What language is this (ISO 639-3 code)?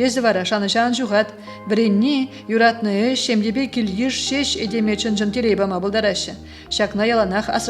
chv